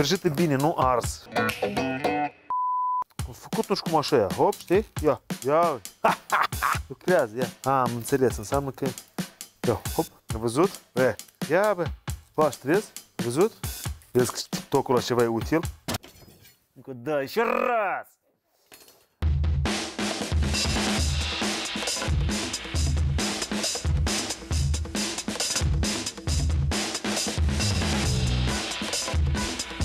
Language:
Romanian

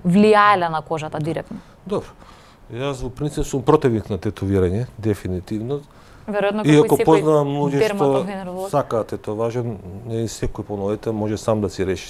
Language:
Macedonian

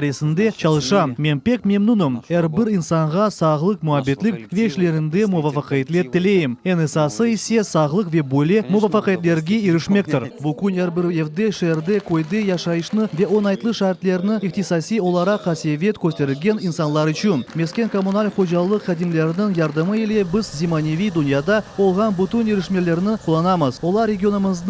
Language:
Crimean Tatar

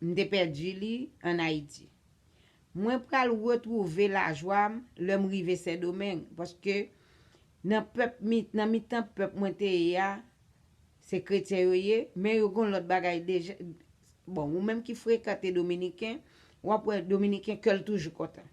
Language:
Haitian Creole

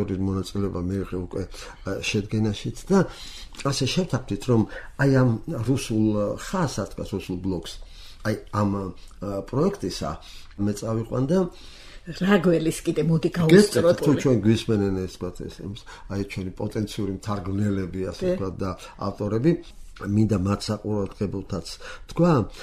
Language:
Georgian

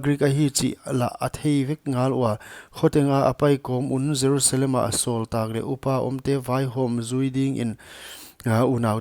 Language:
Paite Chin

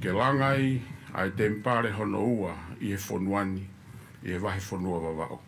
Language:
Tongan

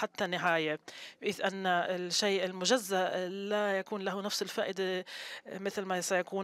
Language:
Arabic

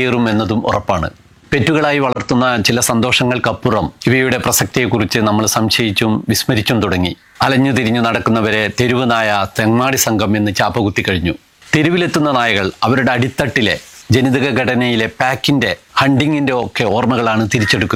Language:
Malayalam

